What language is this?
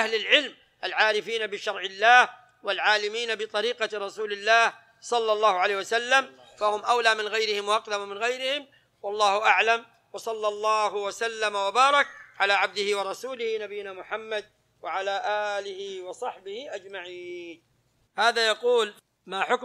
Arabic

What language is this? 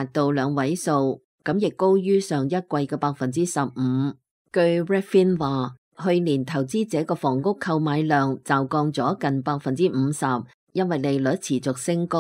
Cantonese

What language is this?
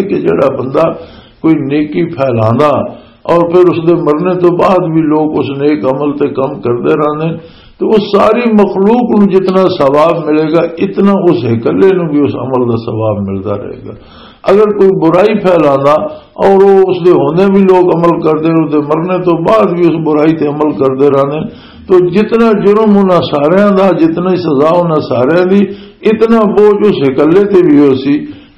Western Panjabi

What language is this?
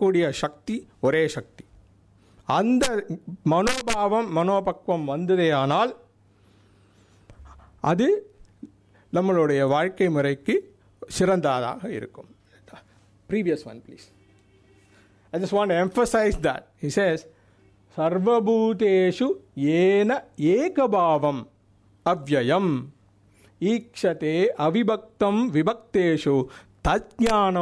Tamil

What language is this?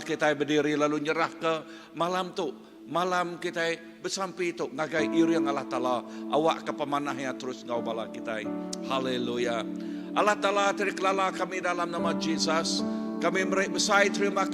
Iban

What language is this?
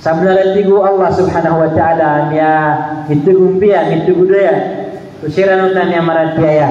Maranao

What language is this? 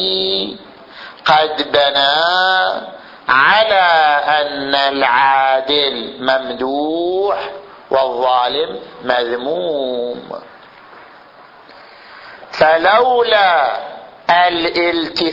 Arabic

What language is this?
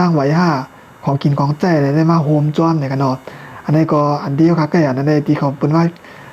Shan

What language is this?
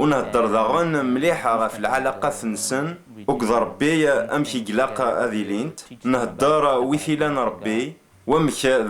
Kabyle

